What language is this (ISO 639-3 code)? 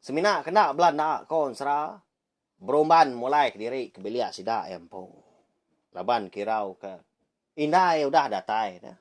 iba